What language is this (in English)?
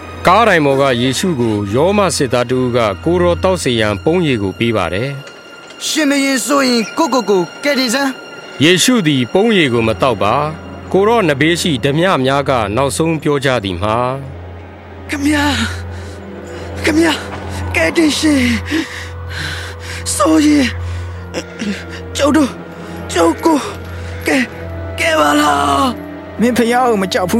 Burmese